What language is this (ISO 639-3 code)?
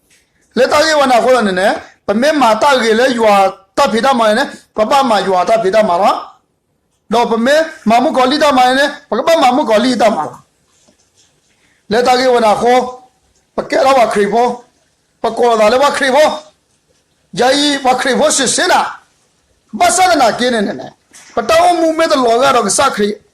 ksw